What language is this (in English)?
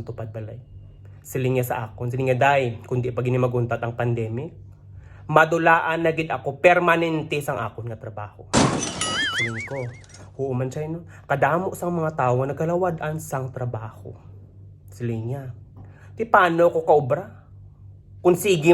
Hiligaynon